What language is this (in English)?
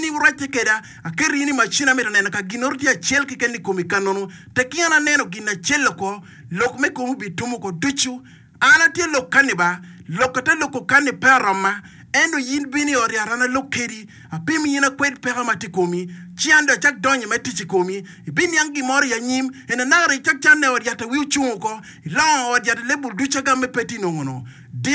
Acoli